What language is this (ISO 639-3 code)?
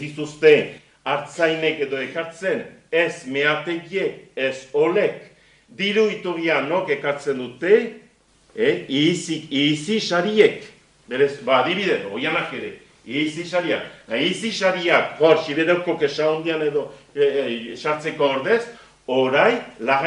eus